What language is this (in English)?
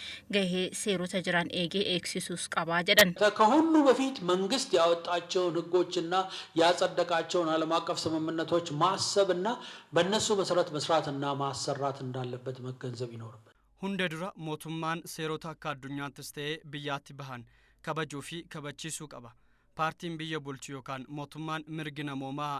Oromo